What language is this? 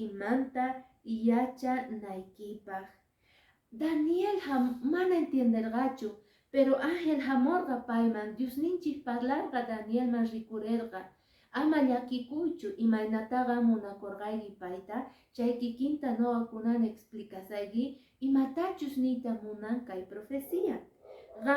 Quechua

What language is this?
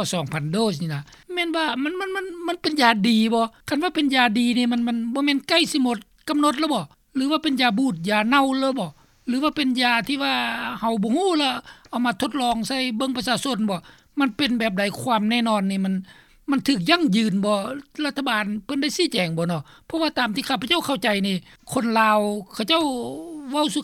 Lao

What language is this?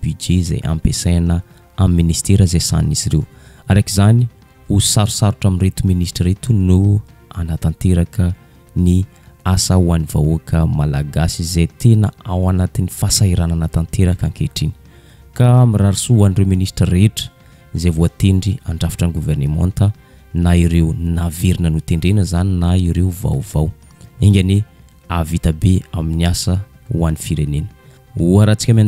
Malagasy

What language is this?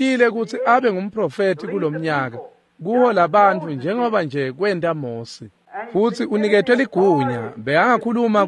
Swati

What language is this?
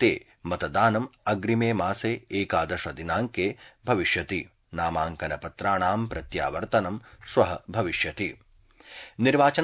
Sanskrit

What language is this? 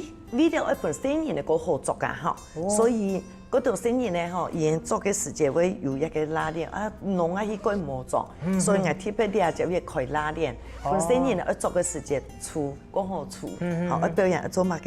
Hakka Chinese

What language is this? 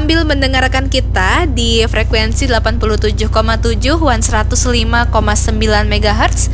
Banjar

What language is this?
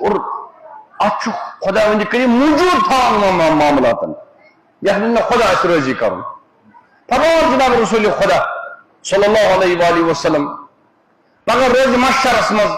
Kashmiri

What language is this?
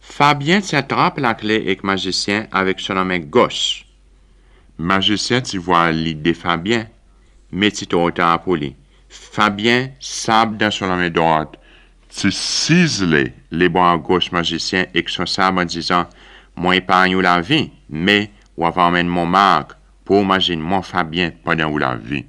Seselwa Creole French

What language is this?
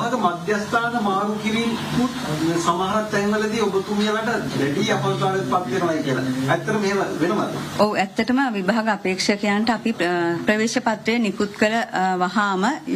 Sinhala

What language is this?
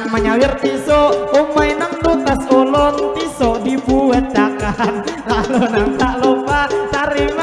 Banjar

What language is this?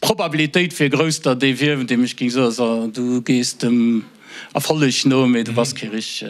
Luxembourgish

